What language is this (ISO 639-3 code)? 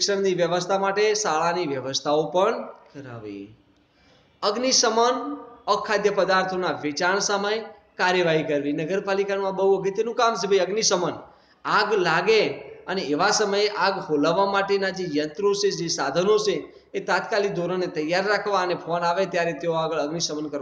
guj